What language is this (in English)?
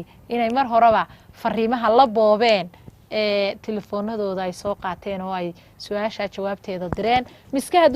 Somali